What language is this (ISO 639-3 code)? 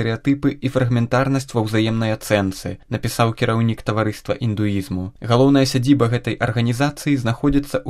bel